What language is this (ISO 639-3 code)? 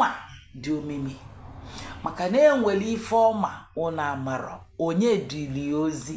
ibo